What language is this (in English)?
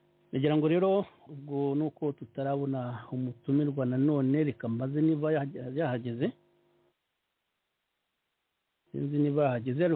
Kinyarwanda